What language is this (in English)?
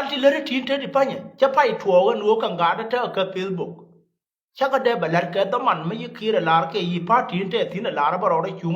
Nuer